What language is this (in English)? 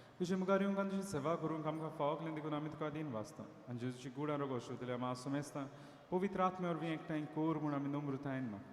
Konkani